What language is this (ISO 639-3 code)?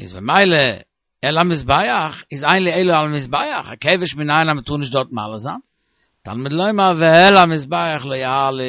yid